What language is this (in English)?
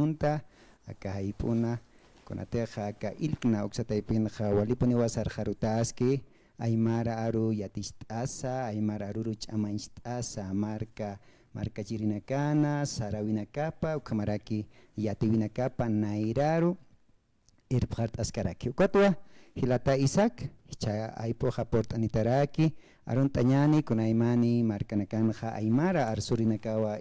Aymara